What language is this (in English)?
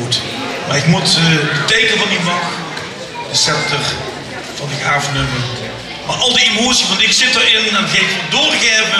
Limburgish